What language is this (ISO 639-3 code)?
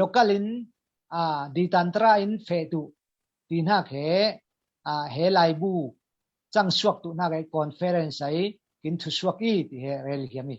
cfm